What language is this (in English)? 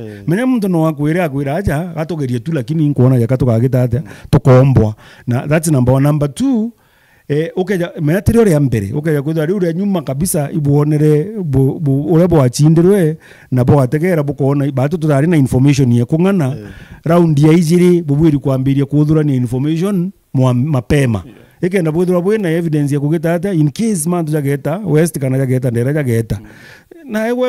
Meru